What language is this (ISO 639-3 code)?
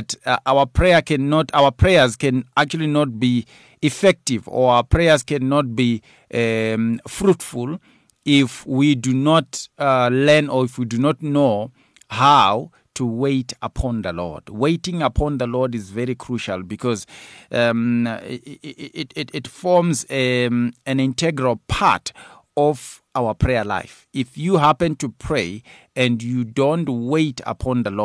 eng